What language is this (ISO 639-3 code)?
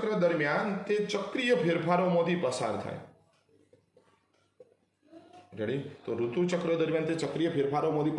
guj